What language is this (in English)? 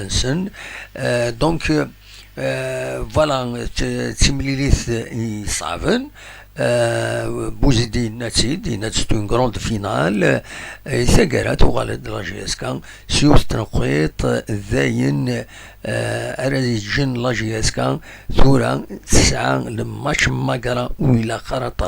Kabyle